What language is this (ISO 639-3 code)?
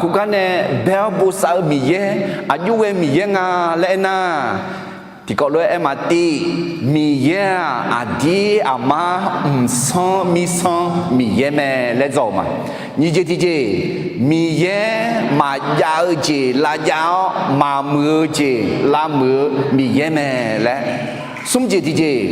ahk